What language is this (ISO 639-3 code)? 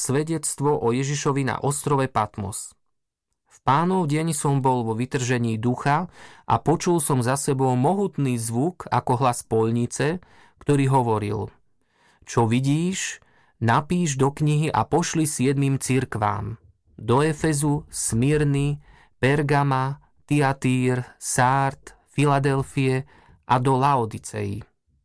slk